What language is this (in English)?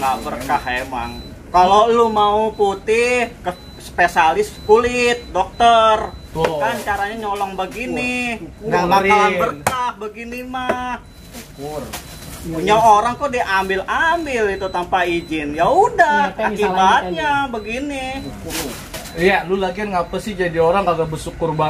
Betawi